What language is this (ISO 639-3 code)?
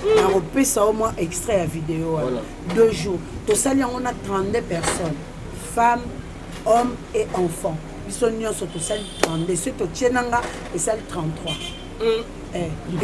lin